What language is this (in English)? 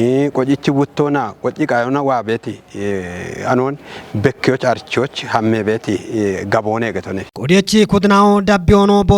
Kafa